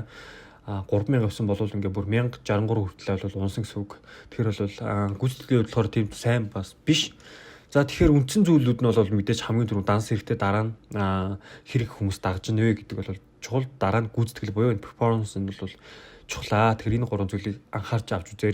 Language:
Mongolian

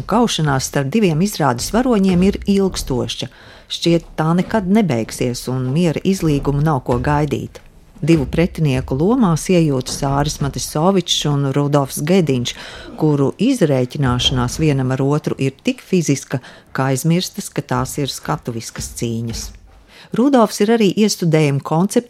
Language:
Latvian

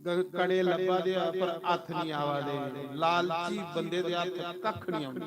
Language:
Dogri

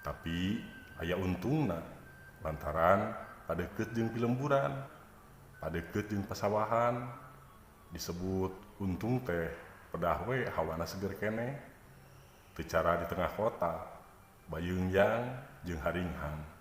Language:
Sundanese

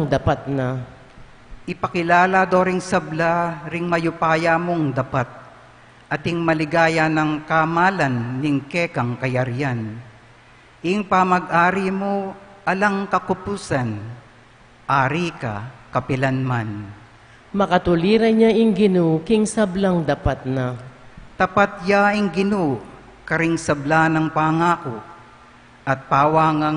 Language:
Pampanga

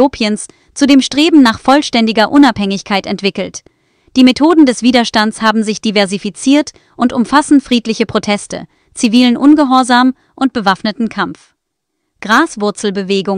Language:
German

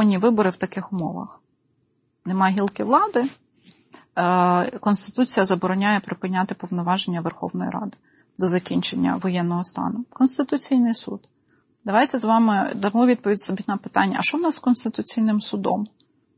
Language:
Ukrainian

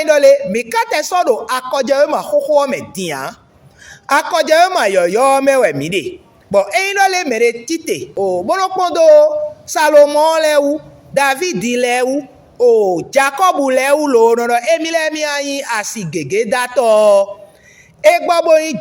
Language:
Fon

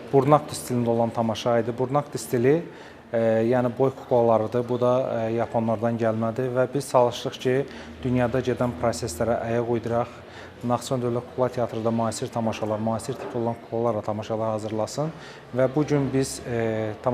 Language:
Azerbaijani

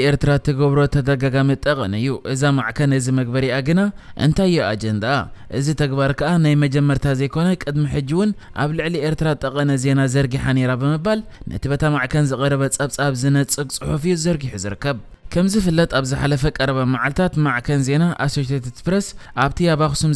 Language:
Tigrinya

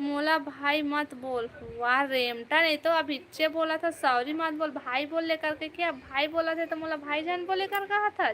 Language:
Chhattisgarhi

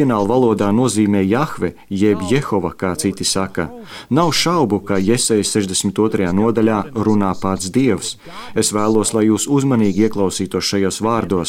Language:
Latvian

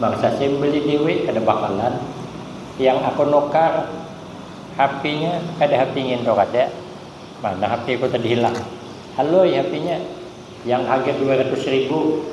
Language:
Banjar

